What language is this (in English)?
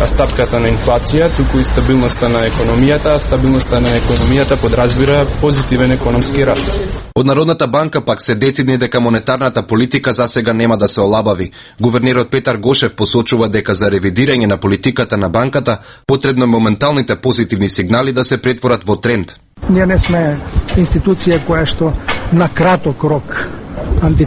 Macedonian